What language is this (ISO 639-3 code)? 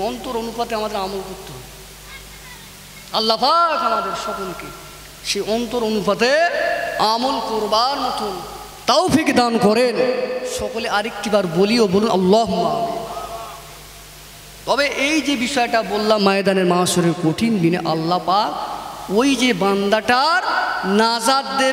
ben